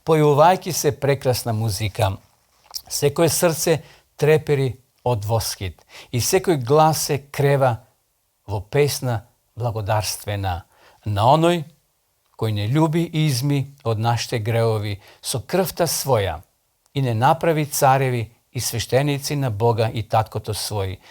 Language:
Macedonian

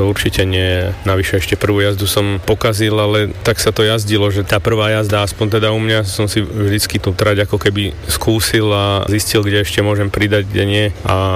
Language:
Slovak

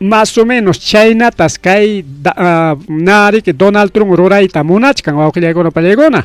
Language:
Ayacucho Quechua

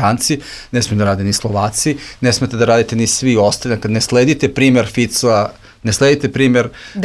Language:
Serbian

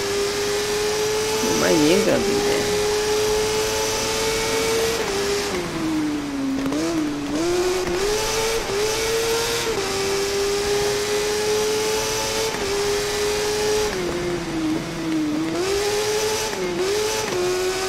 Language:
Japanese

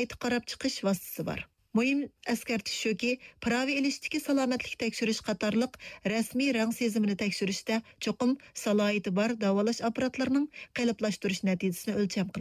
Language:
Uyghur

